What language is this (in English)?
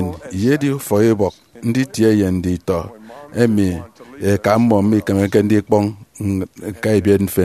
Efik